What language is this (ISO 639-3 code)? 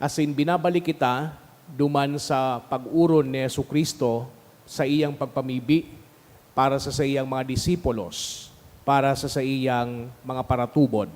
bik